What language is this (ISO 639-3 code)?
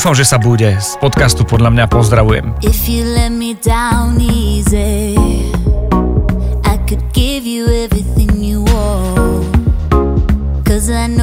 slk